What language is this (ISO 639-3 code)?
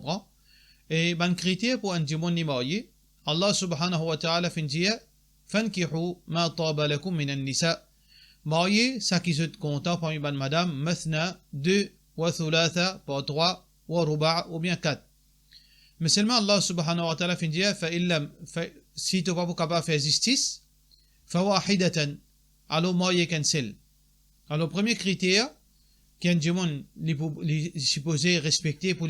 mfe